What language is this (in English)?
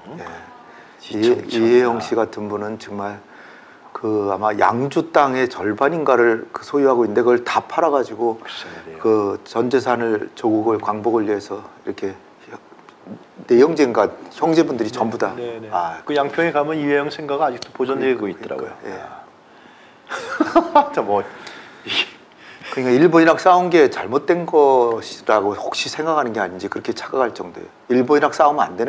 Korean